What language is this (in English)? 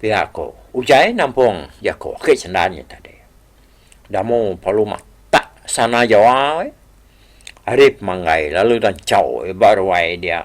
Iban